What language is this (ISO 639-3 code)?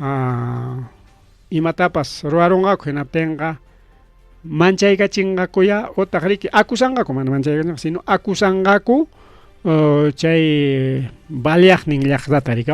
quy